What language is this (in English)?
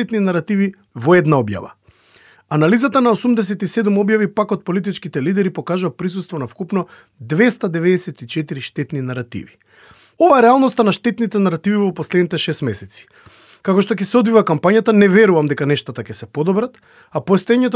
Macedonian